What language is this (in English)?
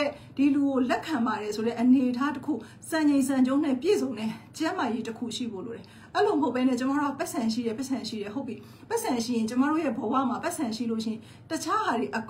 Burmese